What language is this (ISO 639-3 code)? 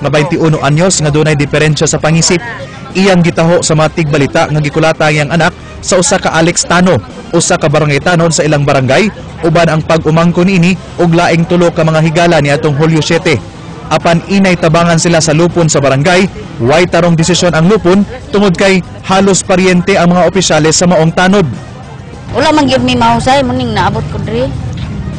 ceb